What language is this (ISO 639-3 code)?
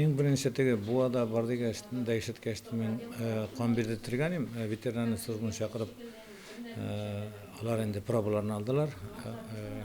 tat